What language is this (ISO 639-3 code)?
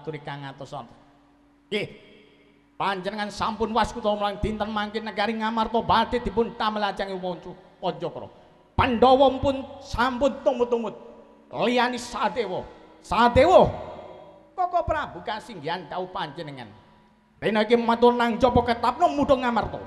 jav